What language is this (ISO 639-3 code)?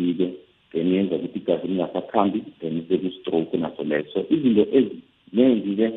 nbl